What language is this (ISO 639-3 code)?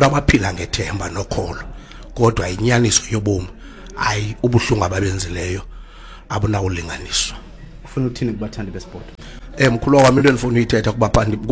xho